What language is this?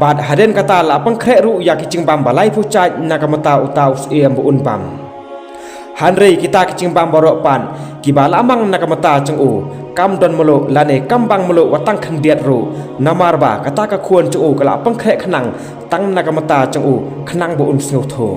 Khasi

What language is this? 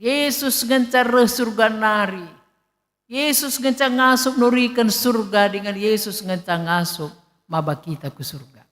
Batak Karo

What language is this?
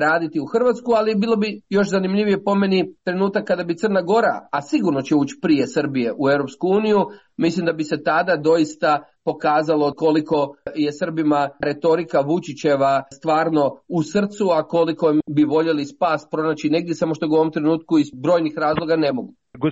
Croatian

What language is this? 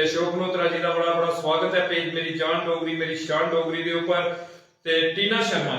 Dogri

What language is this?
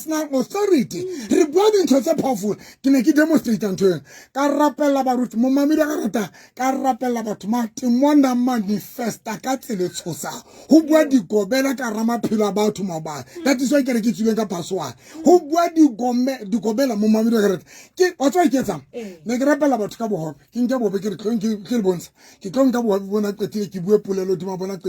Southern Sotho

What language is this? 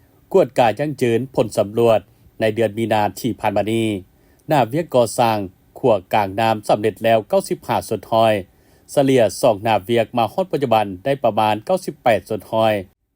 Lao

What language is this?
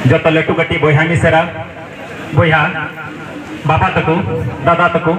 Santali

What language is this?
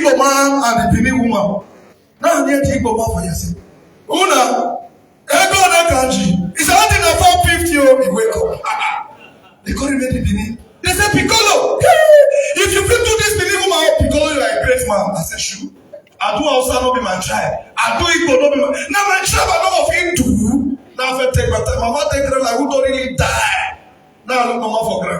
Nigerian Pidgin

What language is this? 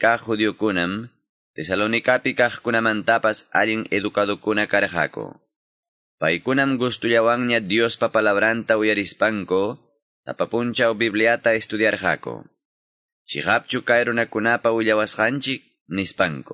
Quechua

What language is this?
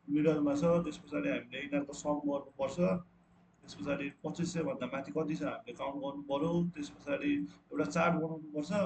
Nepali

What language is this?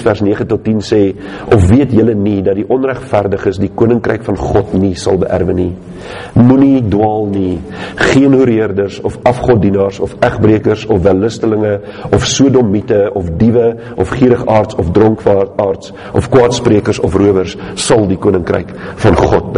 Afrikaans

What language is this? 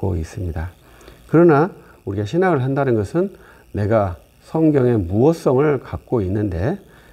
Korean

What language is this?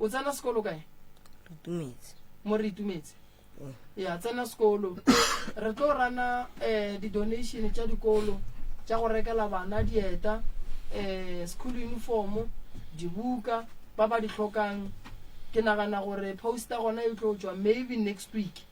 Northern Sotho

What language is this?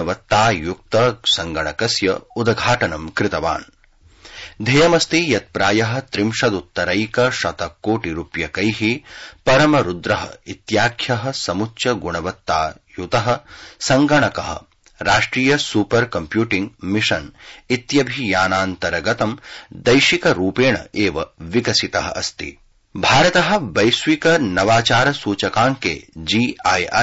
Sanskrit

